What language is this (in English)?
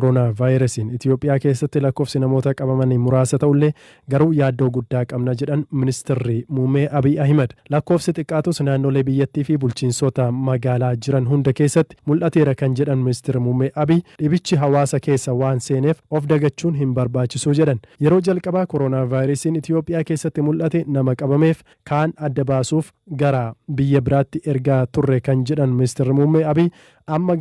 Oromo